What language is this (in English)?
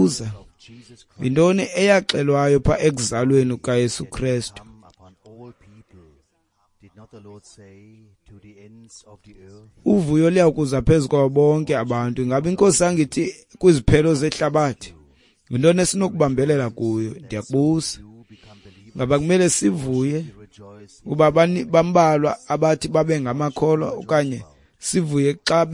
Xhosa